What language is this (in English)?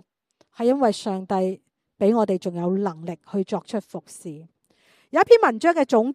Cantonese